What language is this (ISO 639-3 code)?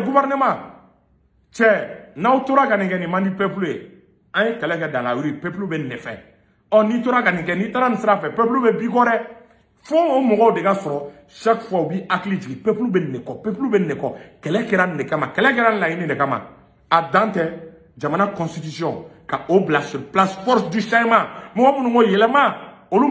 bam